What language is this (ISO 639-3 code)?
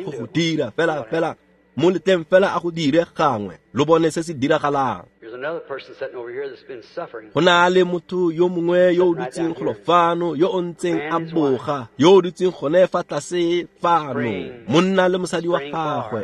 tsn